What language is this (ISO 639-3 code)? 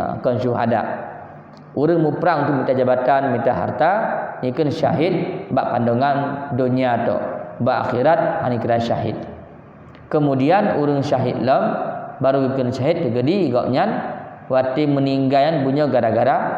ace